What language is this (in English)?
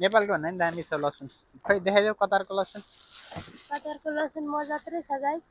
Nepali